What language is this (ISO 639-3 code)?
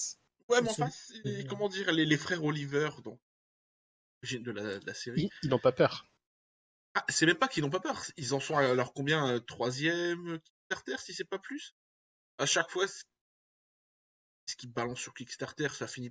fra